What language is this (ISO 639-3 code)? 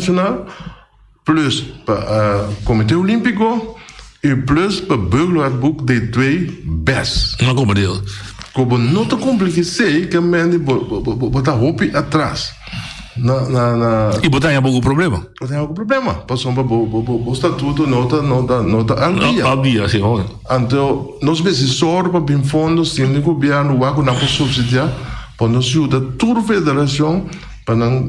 pap